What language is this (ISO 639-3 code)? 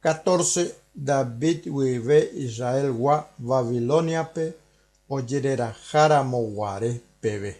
grn